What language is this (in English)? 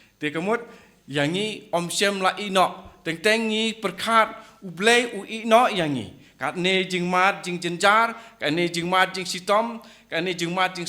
Khasi